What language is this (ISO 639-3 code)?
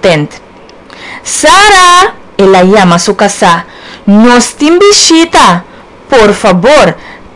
pap